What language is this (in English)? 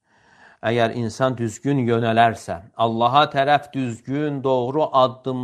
Azerbaijani